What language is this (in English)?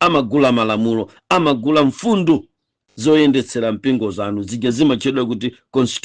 Nyanja